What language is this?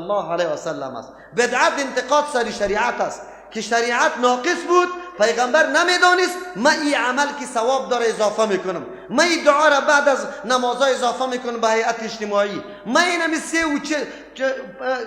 Persian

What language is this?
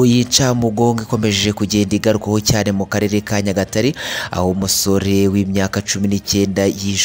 Kinyarwanda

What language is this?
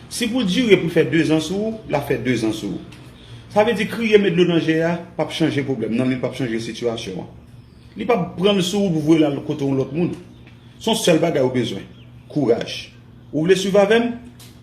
Haitian Creole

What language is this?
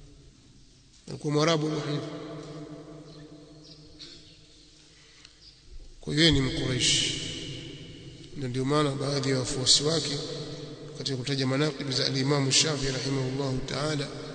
Swahili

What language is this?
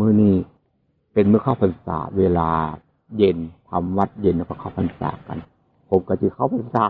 Northeastern Thai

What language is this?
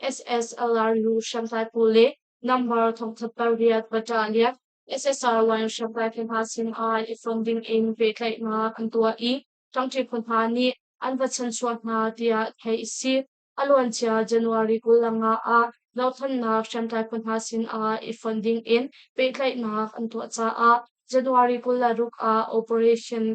Hakha Chin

